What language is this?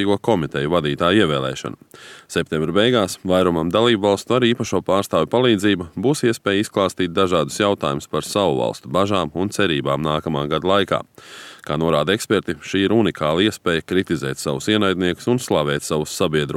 Latvian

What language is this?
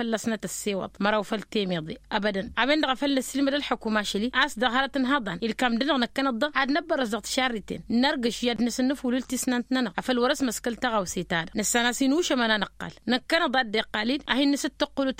Tamasheq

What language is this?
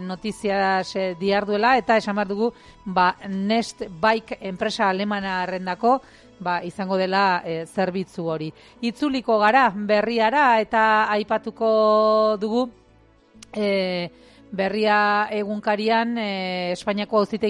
Basque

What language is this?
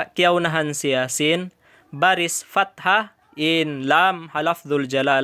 Tausug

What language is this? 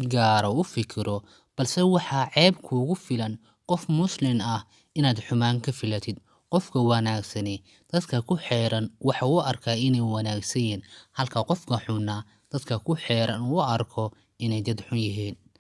Somali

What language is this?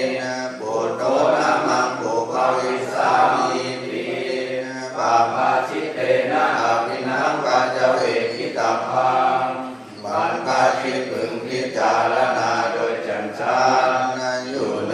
Pali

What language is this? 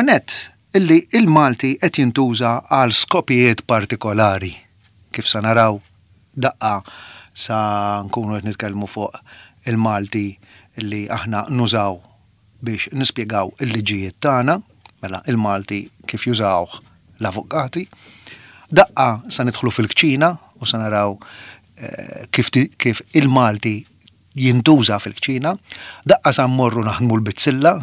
Maltese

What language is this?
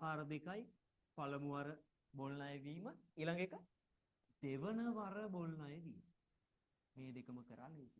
Sinhala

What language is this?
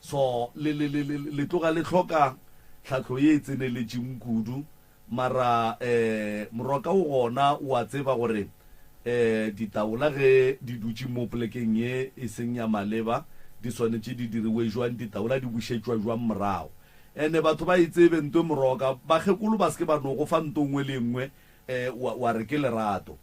Northern Sotho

